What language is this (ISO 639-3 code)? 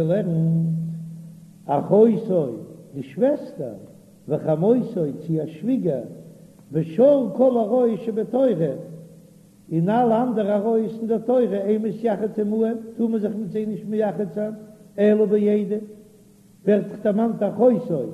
yid